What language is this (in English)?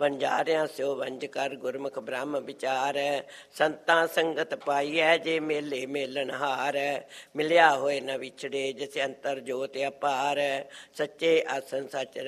Punjabi